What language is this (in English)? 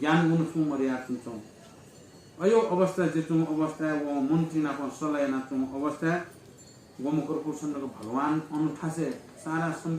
Newari